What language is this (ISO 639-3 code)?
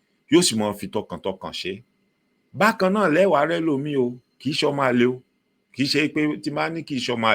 yor